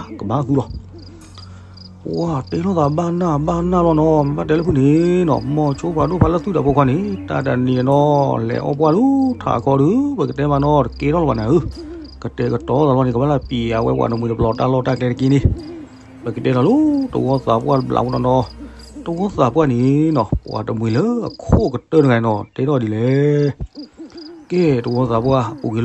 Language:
S'gaw Karen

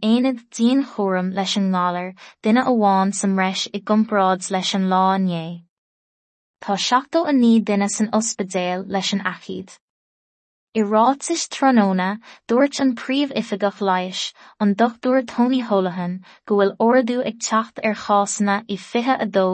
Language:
Irish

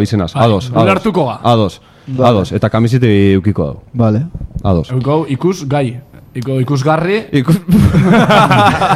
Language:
Basque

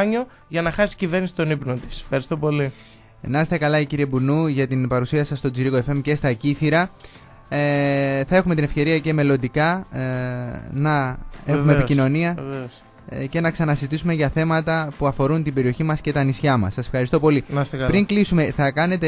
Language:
Greek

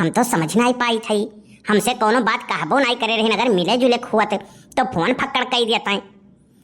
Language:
Awadhi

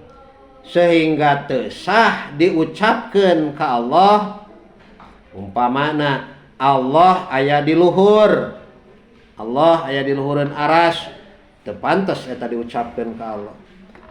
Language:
Sundanese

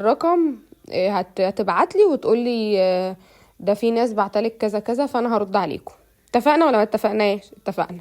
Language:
Egyptian Arabic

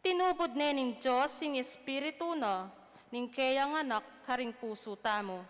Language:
Pampanga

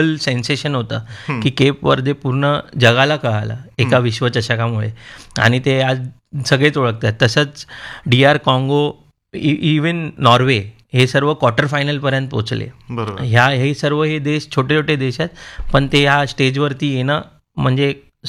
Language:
Marathi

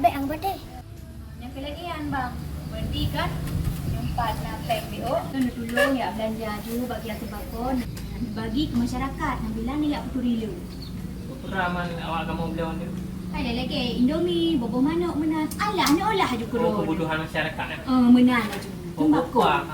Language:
Achinese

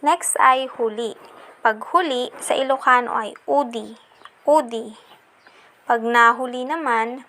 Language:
Iloko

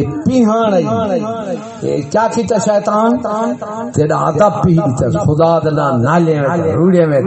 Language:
Saraiki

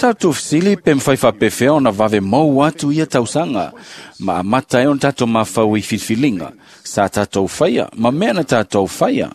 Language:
Samoan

